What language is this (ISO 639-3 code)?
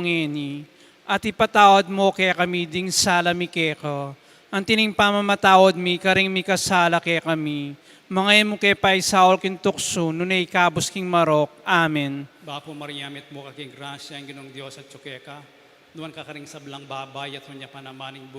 pam